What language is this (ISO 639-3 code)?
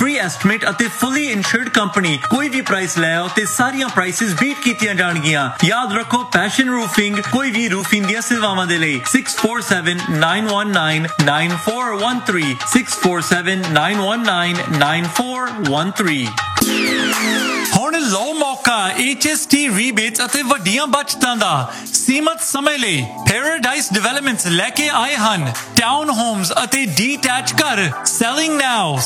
pan